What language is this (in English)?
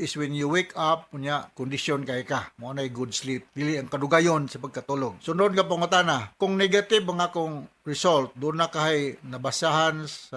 Cebuano